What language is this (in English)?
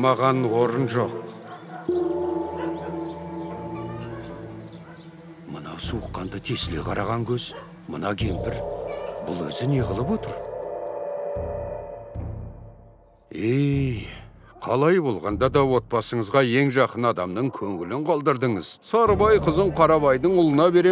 Kazakh